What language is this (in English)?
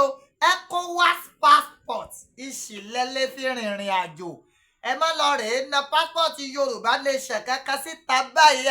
Yoruba